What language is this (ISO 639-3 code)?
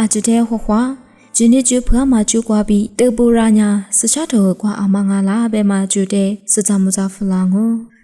lis